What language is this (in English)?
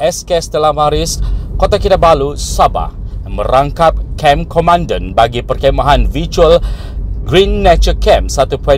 Malay